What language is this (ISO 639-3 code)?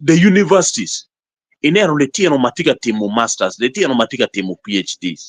ach